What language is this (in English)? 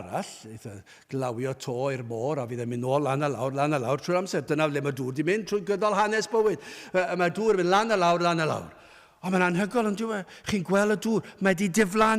Welsh